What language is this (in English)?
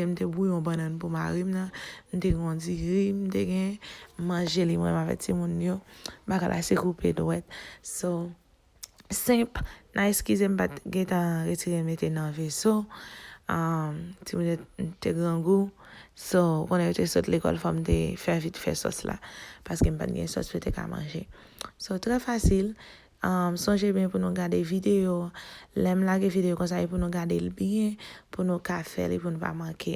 Haitian Creole